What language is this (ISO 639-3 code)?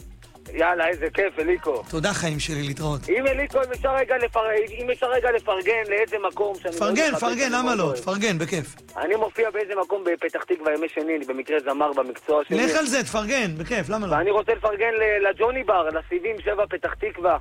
heb